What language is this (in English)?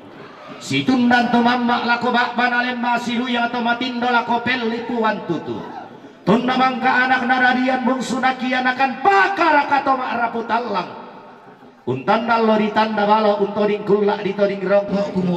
Toraja-Sa'dan